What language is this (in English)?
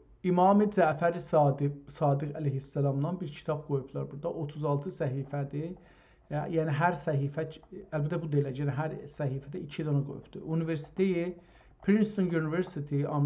South Azerbaijani